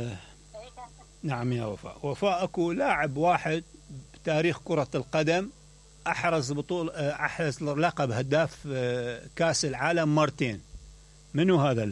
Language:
Mesopotamian Arabic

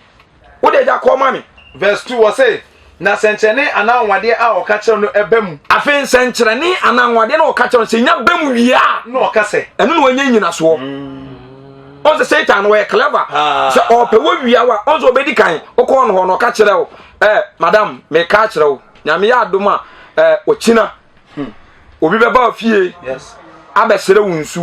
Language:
Akan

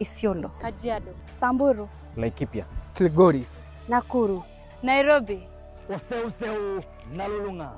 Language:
Masai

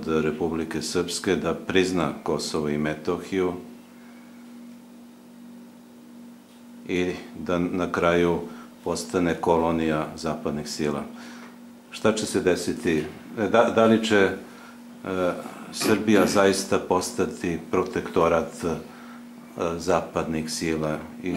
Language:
Serbian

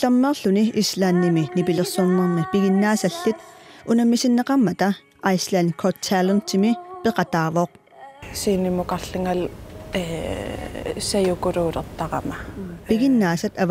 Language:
Kalaallisut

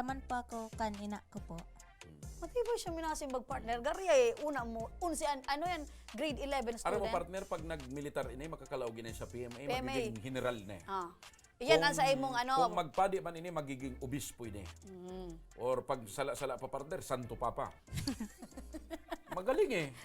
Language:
Bikol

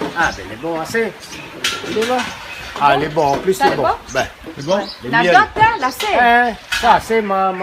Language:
Réunion Creole French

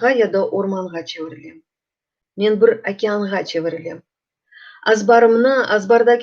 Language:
Crimean Tatar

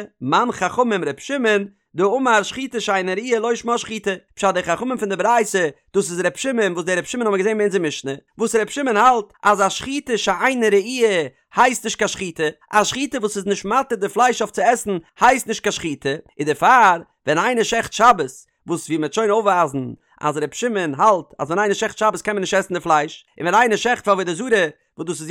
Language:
Yiddish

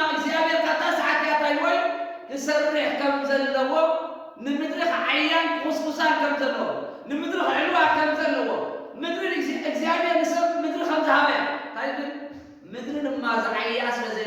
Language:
Tigrinya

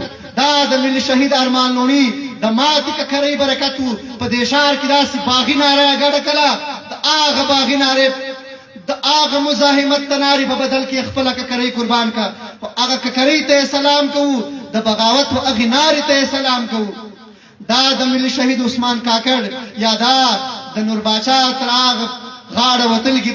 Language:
Pashto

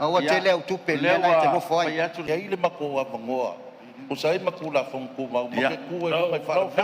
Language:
Samoan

